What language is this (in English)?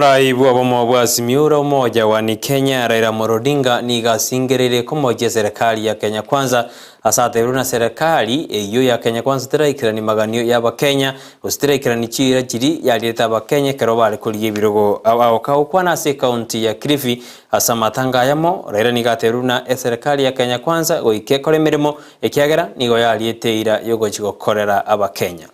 Gusii